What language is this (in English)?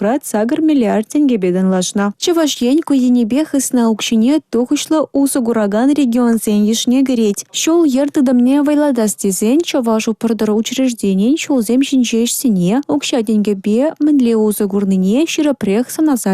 Chuvash